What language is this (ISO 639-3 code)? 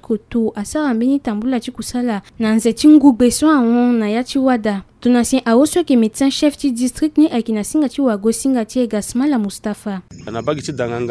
sag